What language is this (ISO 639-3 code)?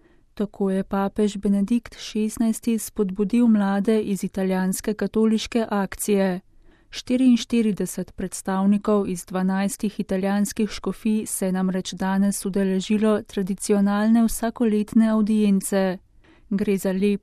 slv